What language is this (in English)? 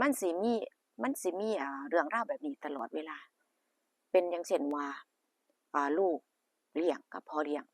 Northeastern Thai